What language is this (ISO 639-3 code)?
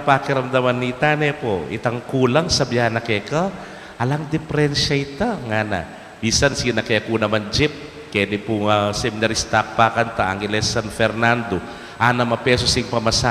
pam